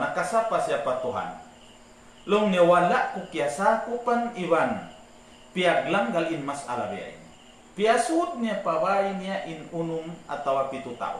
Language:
Tausug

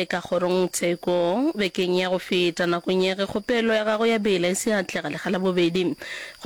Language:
Northern Sotho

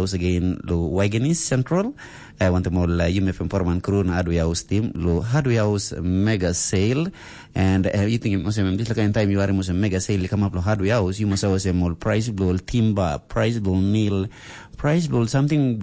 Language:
Tok Pisin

